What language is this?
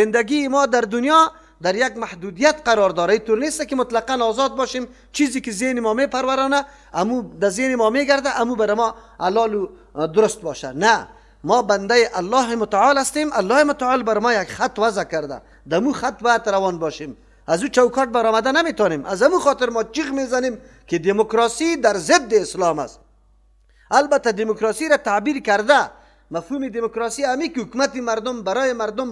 Persian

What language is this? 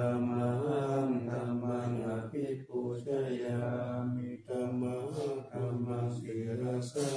Pali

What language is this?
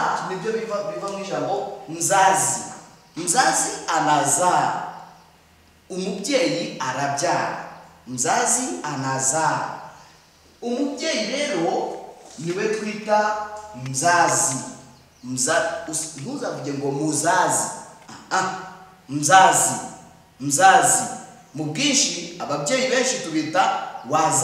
Kinyarwanda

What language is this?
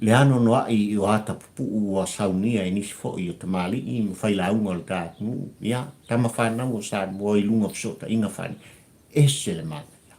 Samoan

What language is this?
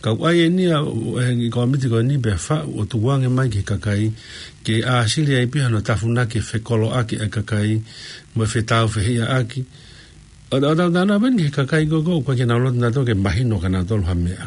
Tongan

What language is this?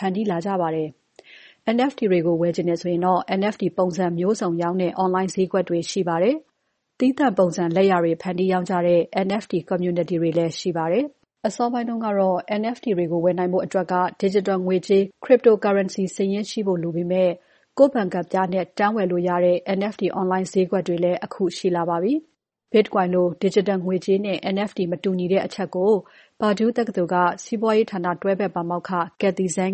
Burmese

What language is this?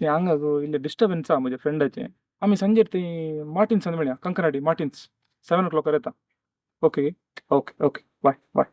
Konkani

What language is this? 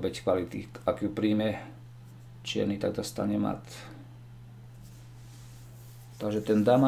Slovak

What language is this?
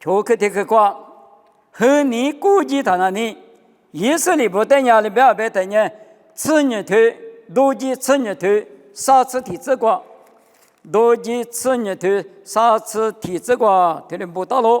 Lisu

